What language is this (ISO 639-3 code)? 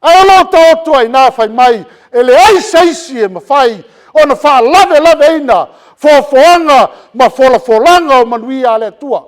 smo